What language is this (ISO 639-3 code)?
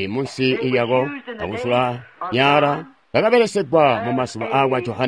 toi